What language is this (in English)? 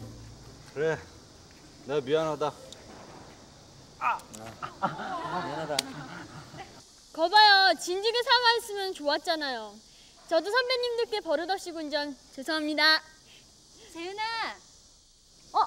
Korean